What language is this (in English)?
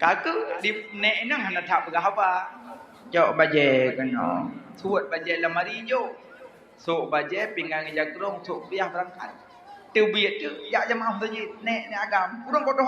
Achinese